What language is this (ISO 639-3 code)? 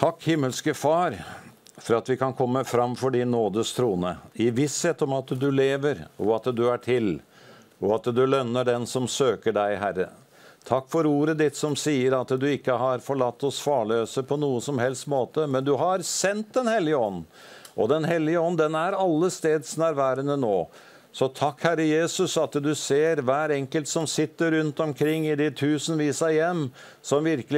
nor